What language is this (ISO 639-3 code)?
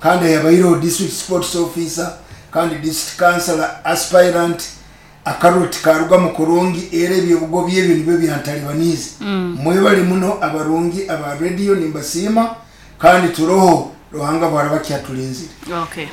nyo